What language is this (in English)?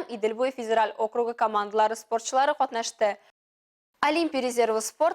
Tatar